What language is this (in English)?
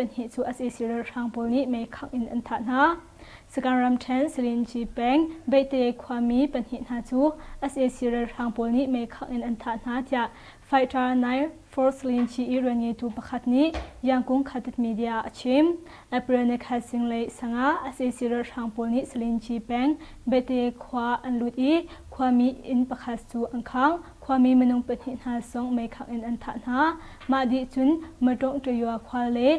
Hakha Chin